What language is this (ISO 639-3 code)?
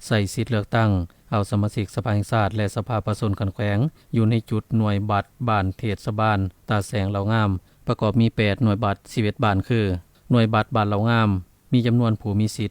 lao